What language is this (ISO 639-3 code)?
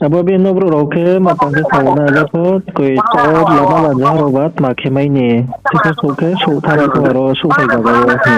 ria